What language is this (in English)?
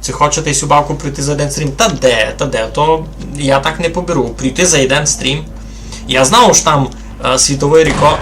Rusyn